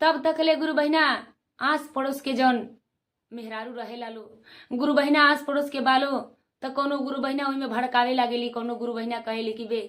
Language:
Bhojpuri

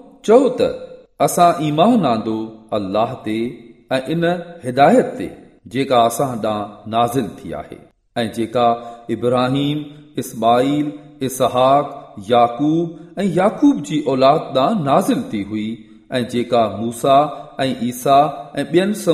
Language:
Sindhi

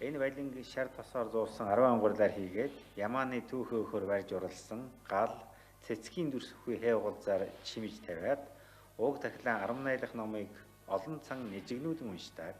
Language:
Mongolian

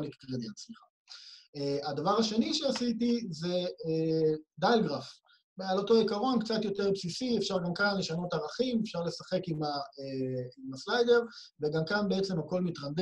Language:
Hebrew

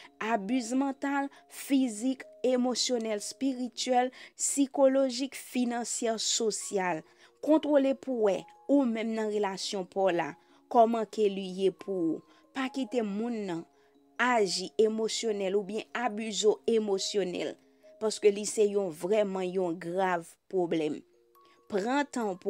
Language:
Haitian Creole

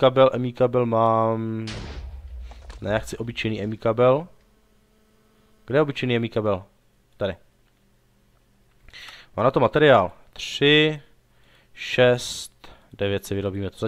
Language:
Czech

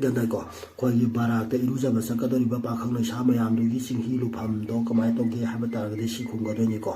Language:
Manipuri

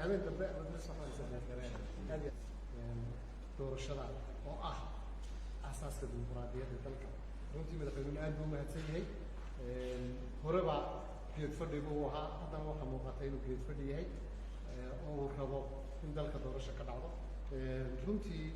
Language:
Somali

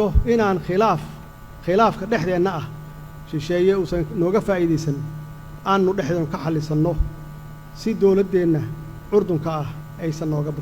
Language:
Somali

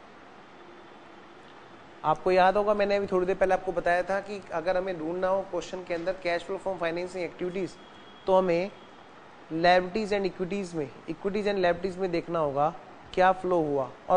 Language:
Hindi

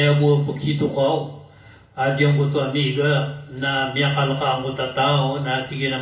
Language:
Maranao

